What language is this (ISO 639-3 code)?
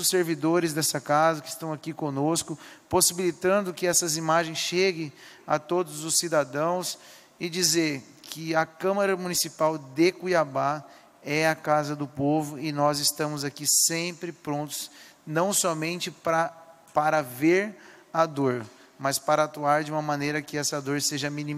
por